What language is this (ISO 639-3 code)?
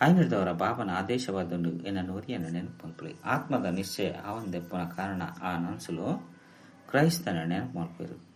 tcy